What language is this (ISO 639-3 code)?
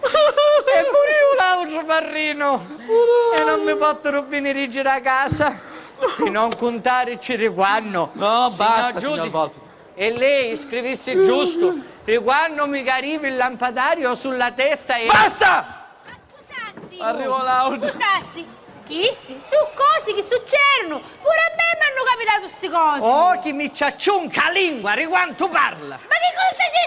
scn